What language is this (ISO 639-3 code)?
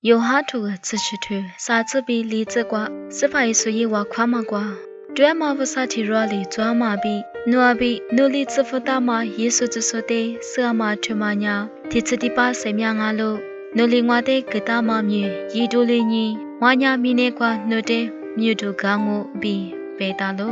lis